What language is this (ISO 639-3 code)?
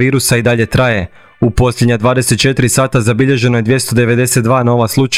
hrv